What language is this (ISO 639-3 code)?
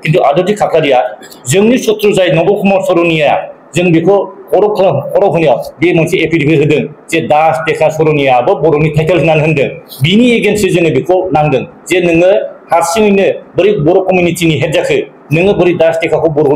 brx